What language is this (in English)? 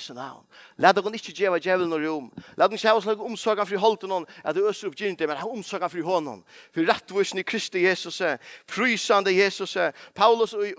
Faroese